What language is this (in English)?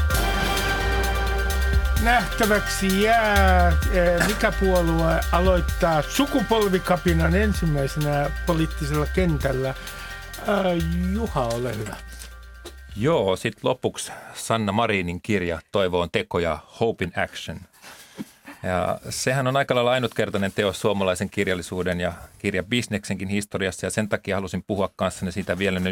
Finnish